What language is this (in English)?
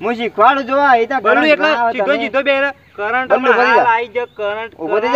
Gujarati